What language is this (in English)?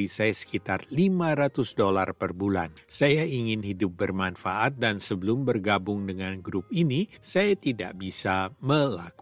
Indonesian